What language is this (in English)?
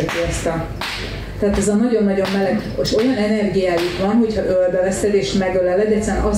Hungarian